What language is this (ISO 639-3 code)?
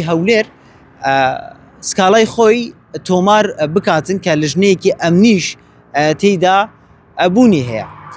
ckb